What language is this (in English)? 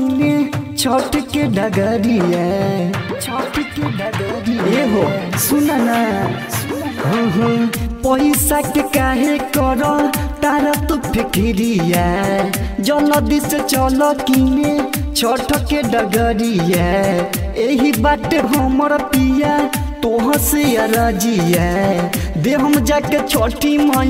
Bhojpuri